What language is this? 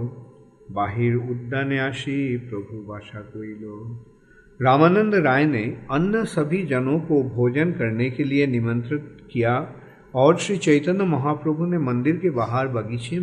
Hindi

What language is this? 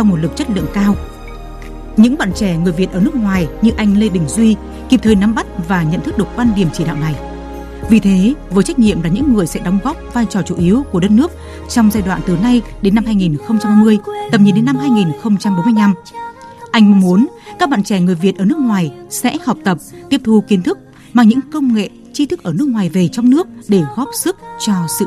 Vietnamese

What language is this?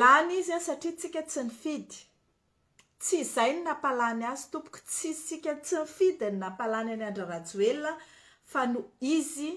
Malagasy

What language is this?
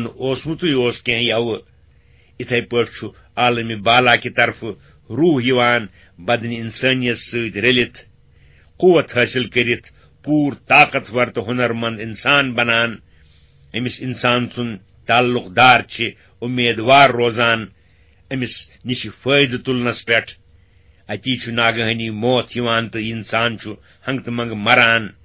Kashmiri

